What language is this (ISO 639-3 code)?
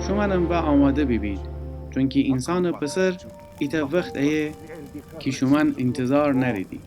glk